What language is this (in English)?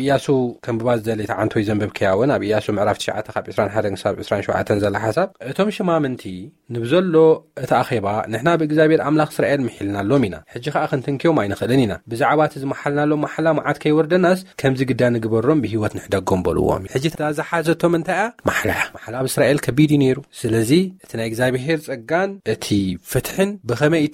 Tigrinya